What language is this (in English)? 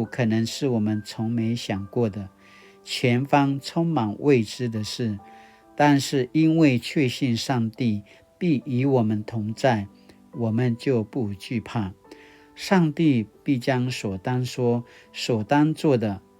Paiwan